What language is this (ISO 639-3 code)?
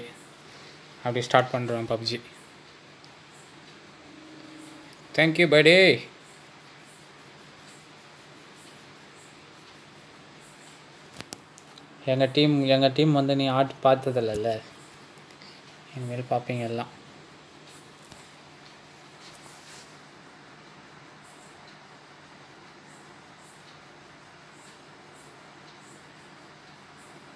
tam